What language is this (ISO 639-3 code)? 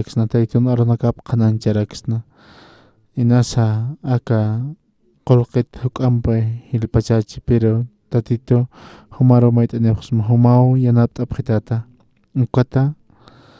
aym